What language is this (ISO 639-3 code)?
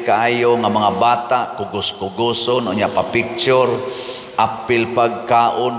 ceb